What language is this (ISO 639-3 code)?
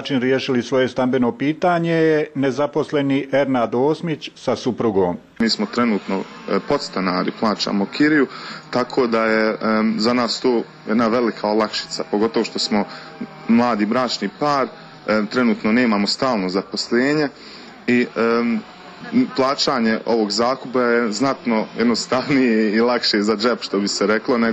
bos